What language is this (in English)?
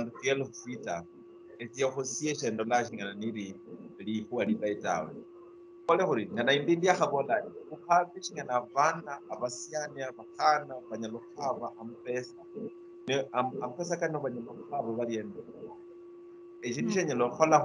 Luyia